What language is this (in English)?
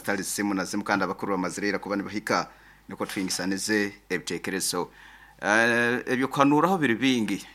Nyoro